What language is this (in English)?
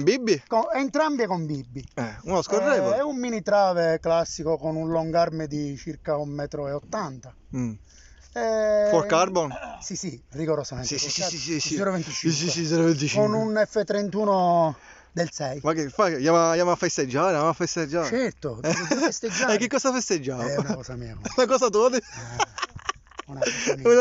Italian